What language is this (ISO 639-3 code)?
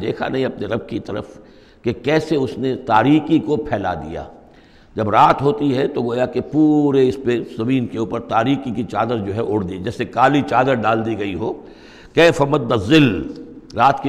urd